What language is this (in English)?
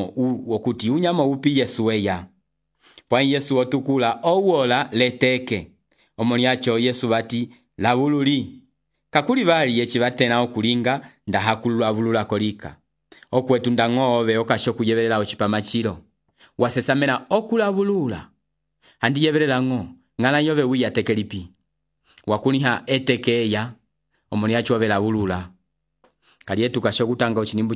Umbundu